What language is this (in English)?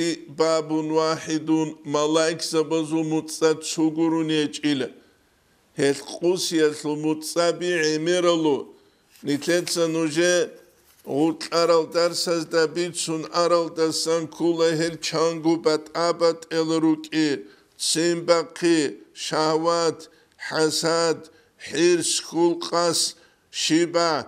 Avaric